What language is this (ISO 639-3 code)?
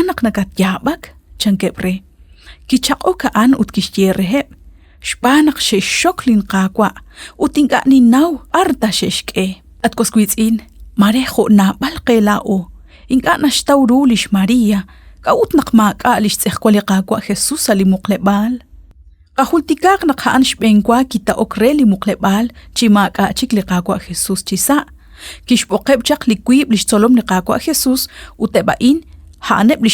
kek